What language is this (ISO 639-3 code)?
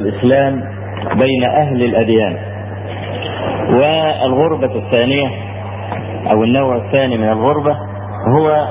ara